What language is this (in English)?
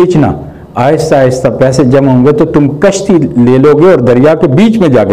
Urdu